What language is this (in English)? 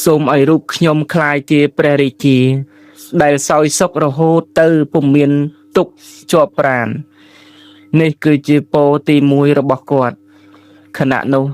Khmer